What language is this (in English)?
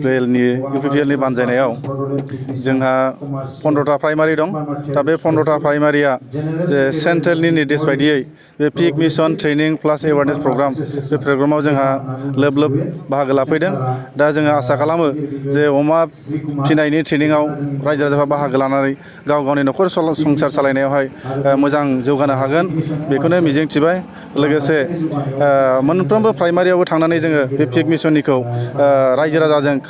Bodo